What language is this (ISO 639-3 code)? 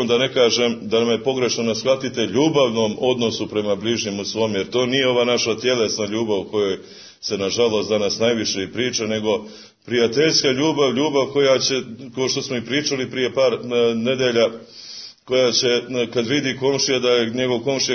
srp